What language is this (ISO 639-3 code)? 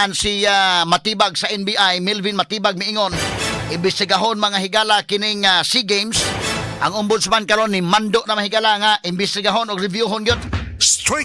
ceb